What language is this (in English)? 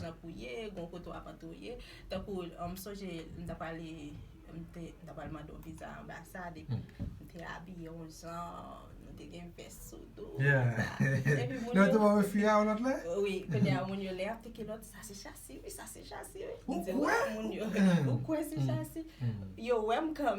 Haitian Creole